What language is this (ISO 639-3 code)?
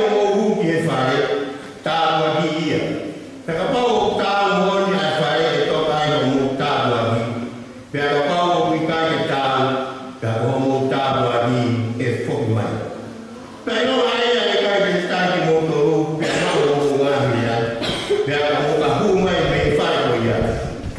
ton